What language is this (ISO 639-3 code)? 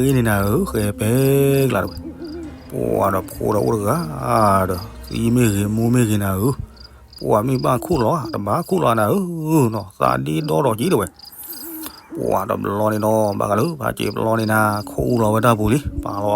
ksw